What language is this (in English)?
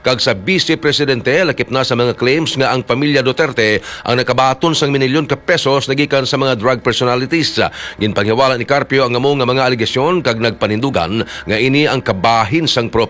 Hiligaynon